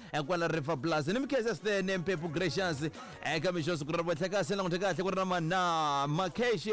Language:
Tsonga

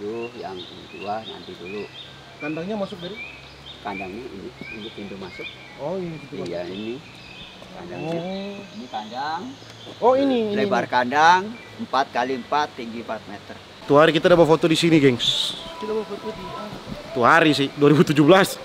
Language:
Manado Malay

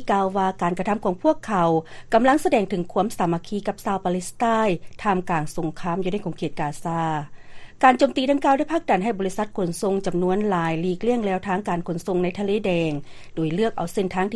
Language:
Lao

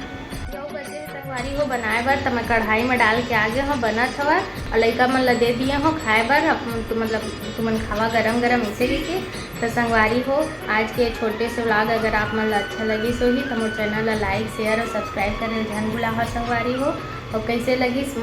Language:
Chhattisgarhi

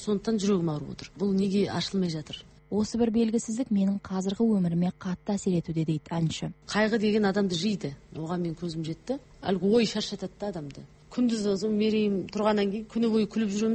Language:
Kazakh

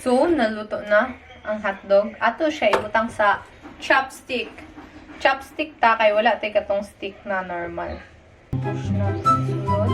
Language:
Cebuano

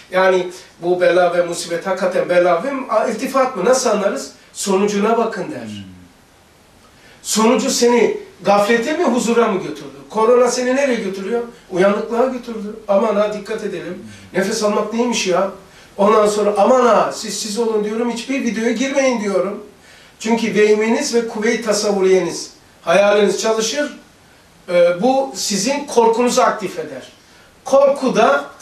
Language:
Turkish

